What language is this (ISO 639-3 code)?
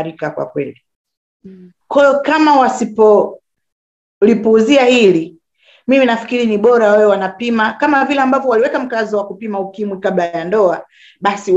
swa